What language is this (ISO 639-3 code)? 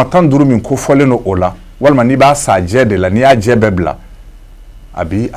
bam